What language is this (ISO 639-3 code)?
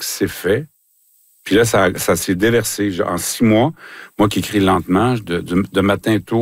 fra